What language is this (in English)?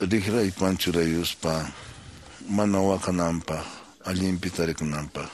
Quechua